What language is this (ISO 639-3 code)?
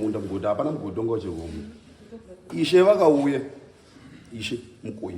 sna